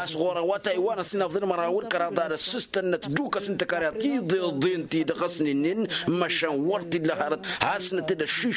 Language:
Tamasheq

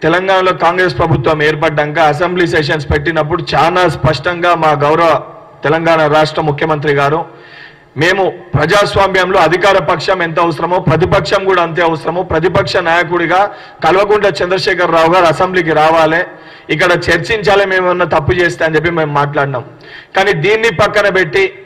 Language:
Telugu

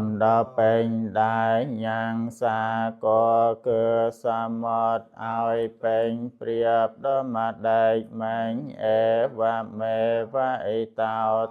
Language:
Khmer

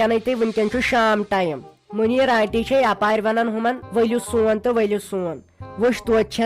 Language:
Kashmiri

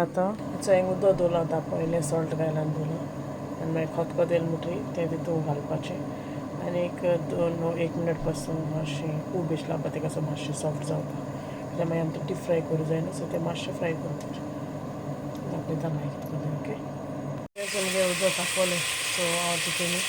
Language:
Konkani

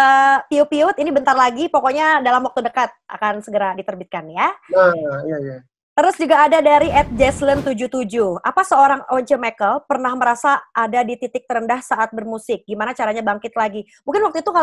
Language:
Indonesian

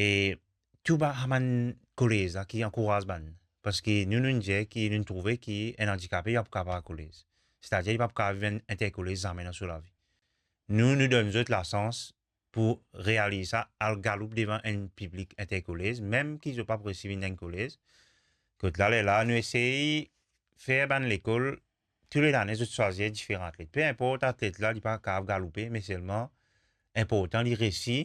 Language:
Morisyen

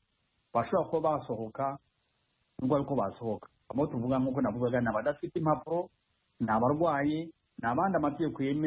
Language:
Kinyarwanda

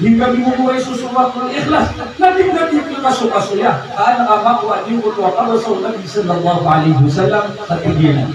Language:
Maranao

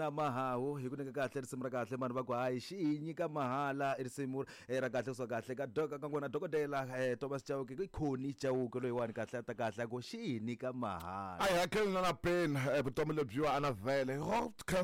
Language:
Tsonga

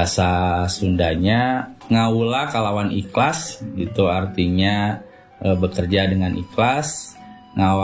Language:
Indonesian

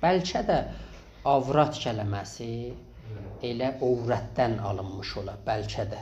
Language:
South Azerbaijani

